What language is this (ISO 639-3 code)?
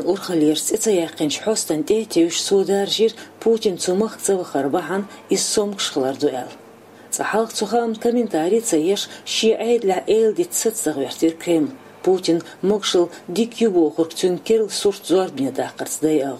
che